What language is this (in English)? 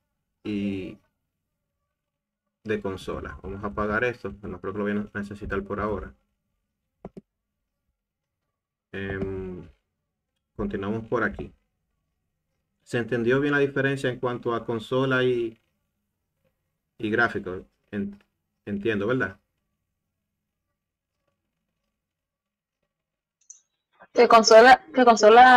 Spanish